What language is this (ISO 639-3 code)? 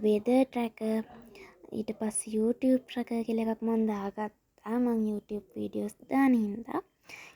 sin